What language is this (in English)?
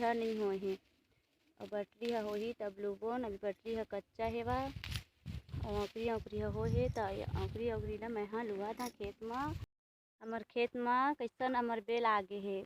Chhattisgarhi